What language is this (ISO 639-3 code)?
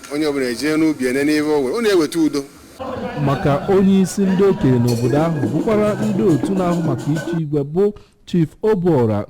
ibo